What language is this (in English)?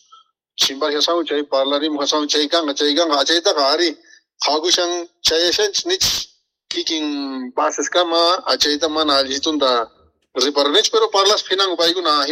South Bolivian Quechua